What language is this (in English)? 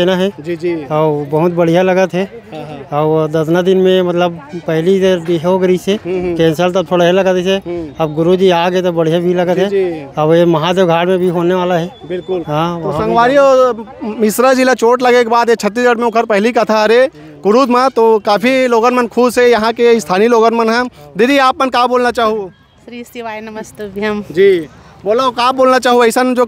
Chhattisgarhi